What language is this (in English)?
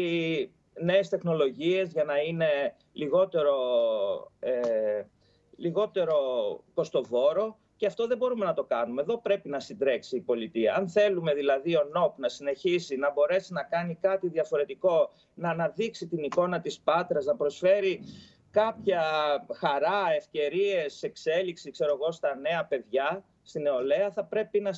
Greek